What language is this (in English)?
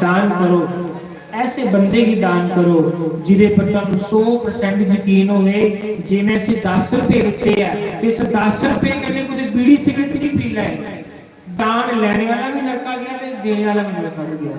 Dogri